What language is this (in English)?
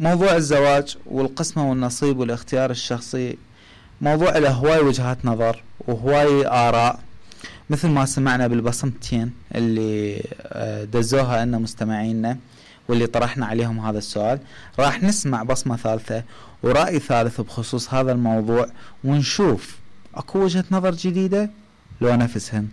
Mesopotamian Arabic